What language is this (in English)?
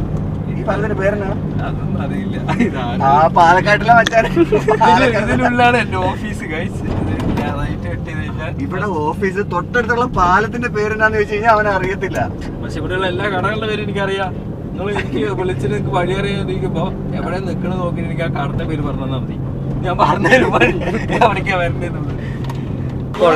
Malayalam